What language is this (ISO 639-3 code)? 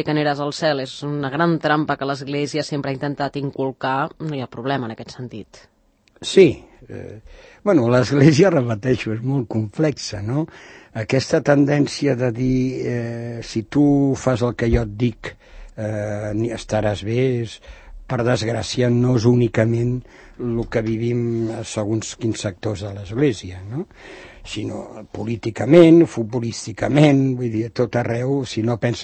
cat